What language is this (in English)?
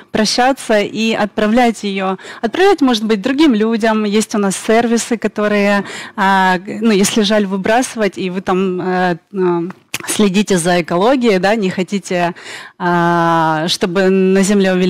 Russian